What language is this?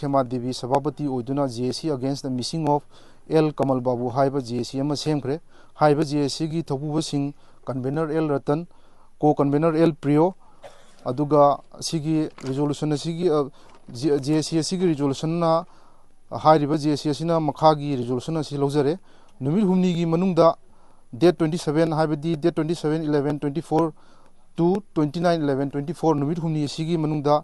Manipuri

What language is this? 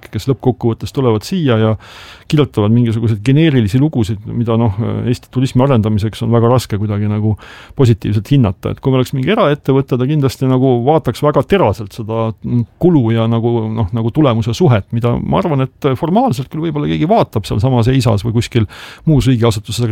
Estonian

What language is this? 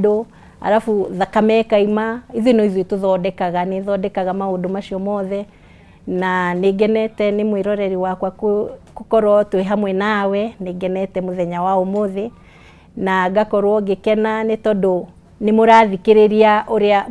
Kikuyu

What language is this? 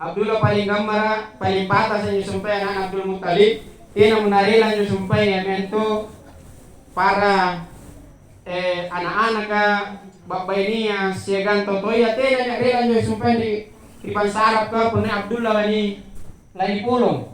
Makasar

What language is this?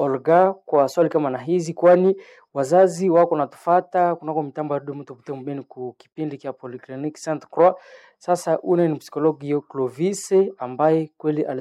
Swahili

